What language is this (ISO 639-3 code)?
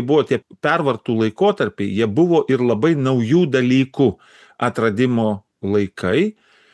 lit